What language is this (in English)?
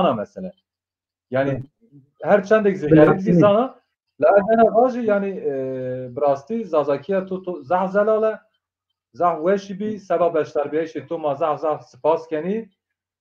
Zaza